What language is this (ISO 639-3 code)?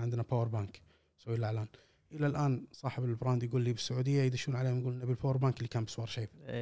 afb